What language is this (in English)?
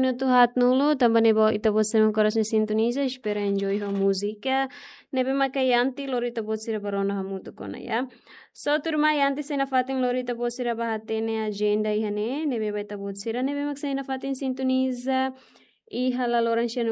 Tetum